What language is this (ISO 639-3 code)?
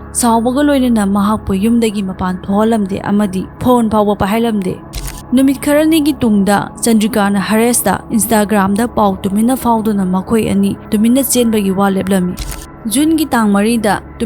mni